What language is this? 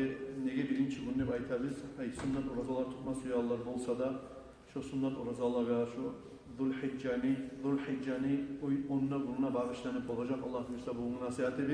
Kumyk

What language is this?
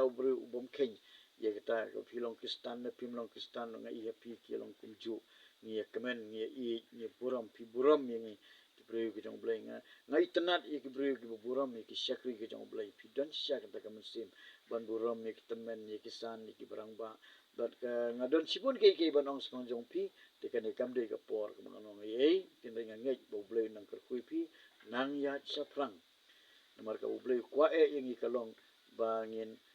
Khasi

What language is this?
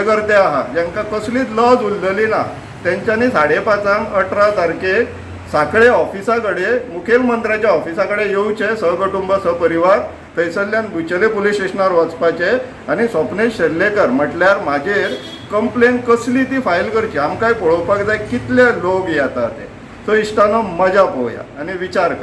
Konkani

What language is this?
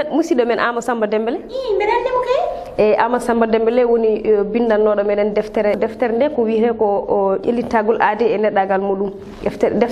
Fula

